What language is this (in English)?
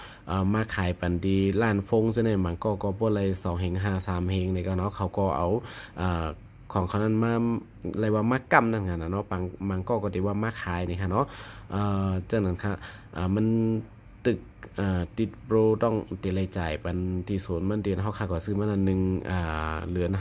Shan